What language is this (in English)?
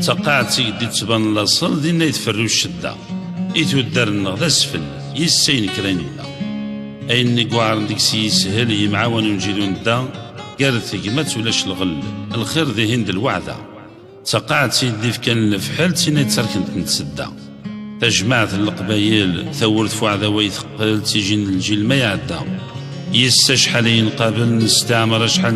Kabyle